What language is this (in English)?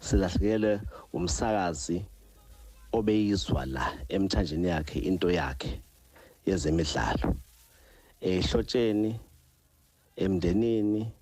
Zulu